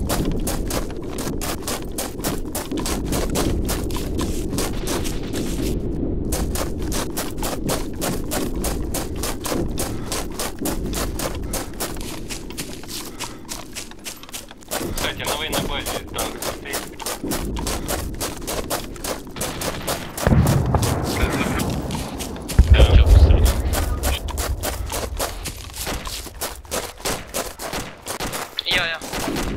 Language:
Russian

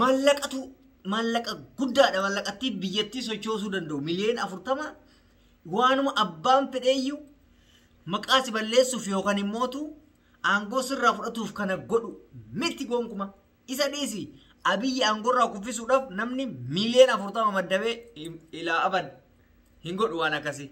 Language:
Oromo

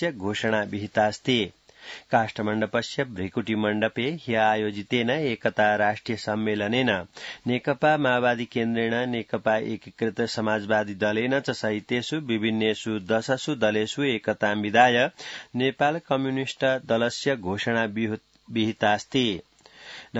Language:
Sanskrit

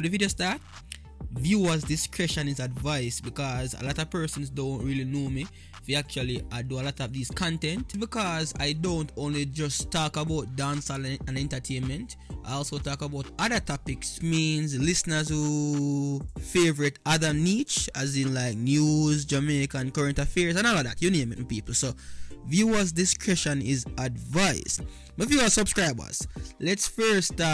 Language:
Jamaican Creole English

